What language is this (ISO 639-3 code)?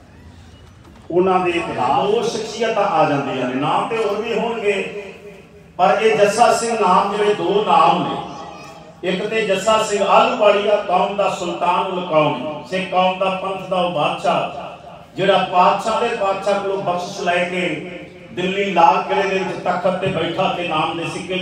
pan